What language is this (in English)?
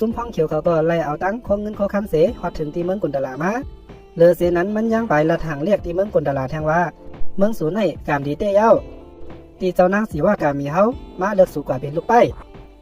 Shan